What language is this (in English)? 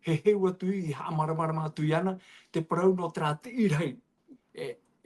Tahitian